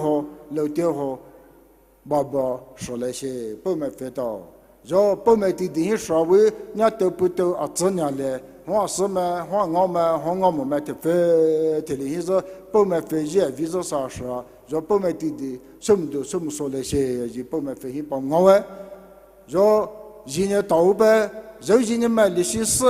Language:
Poumei Naga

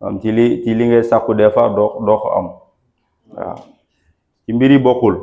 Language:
Wolof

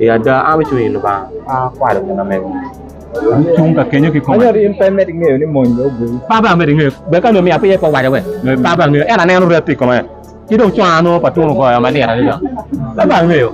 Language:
Acoli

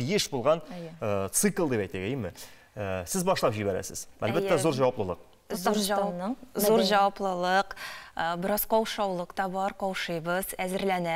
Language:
Tatar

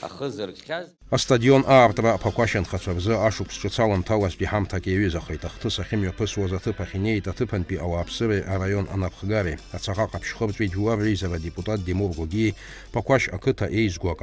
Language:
Abkhazian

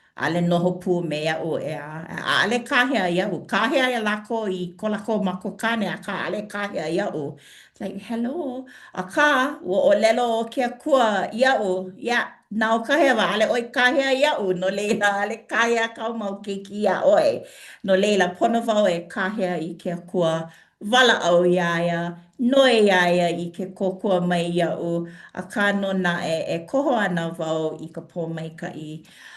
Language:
Hawaiian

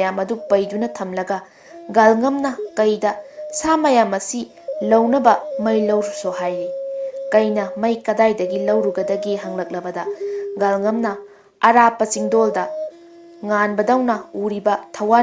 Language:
Manipuri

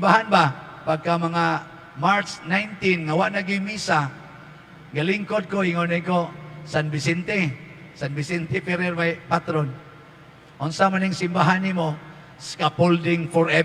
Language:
Cebuano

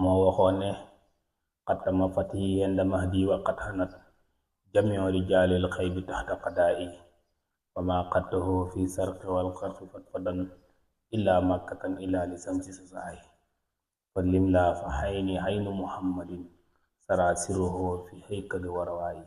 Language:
Wolof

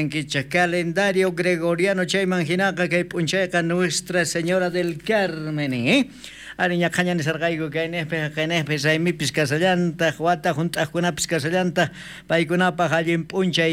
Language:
South Bolivian Quechua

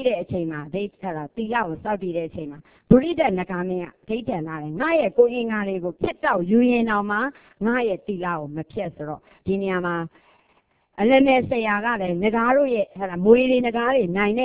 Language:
Burmese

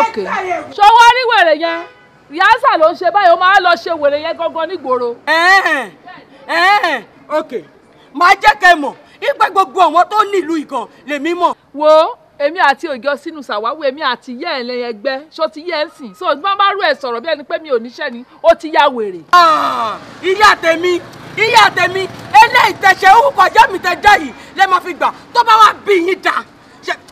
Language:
Yoruba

